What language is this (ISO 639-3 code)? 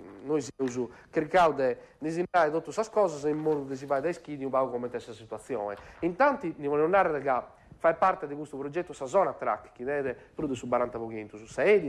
srd